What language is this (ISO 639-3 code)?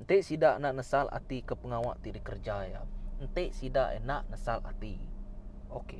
iba